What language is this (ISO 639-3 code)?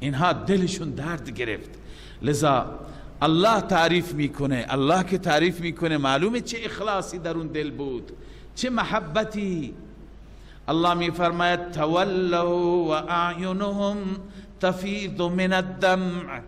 fas